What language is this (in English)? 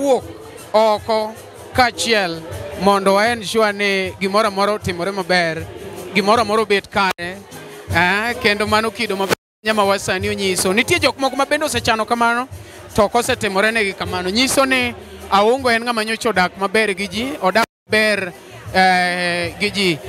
Luo (Kenya and Tanzania)